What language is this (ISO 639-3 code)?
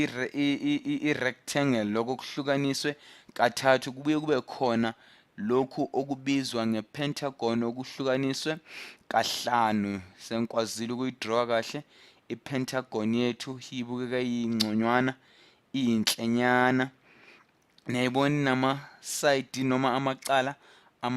zul